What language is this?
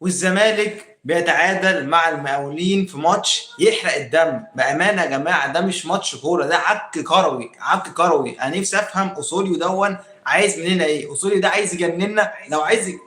Egyptian Arabic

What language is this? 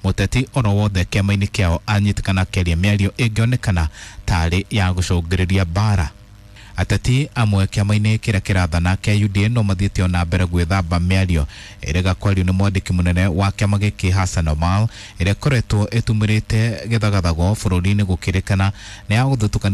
Kikuyu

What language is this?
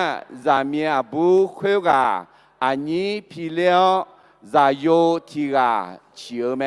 Akha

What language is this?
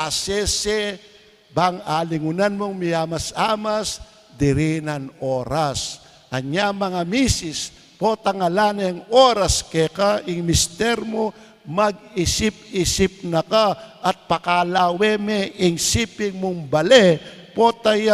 Pampanga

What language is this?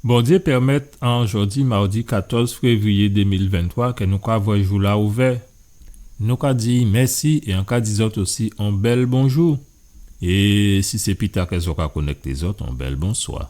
Guadeloupean Creole French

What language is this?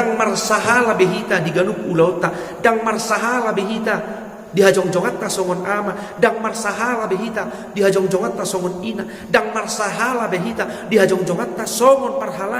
Batak Toba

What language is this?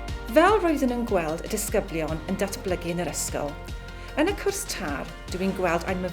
Welsh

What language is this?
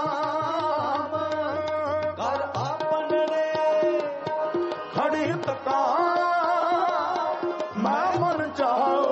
Punjabi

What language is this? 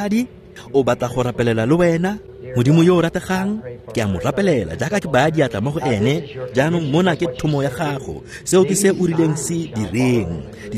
Tswana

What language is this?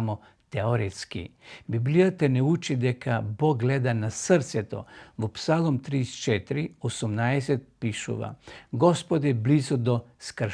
Macedonian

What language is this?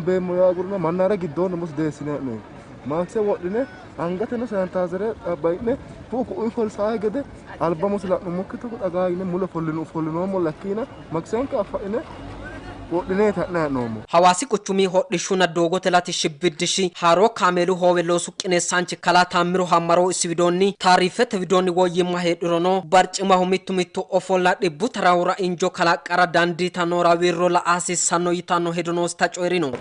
Sidamo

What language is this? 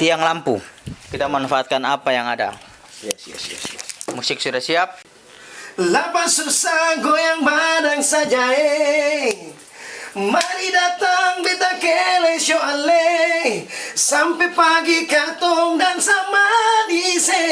Ambonese Malay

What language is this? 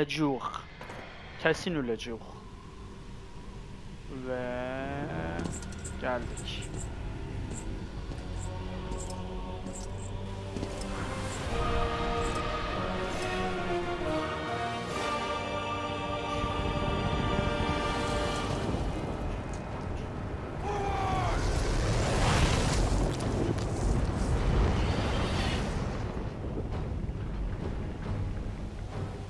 Turkish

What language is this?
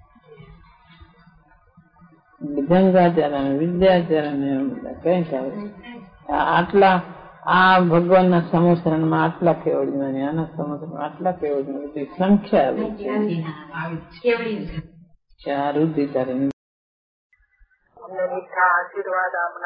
Gujarati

